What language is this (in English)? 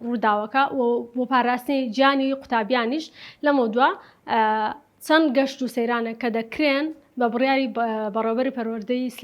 Central Kurdish